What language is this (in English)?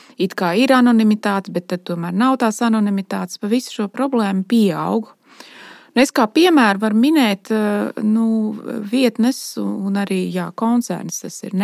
Latvian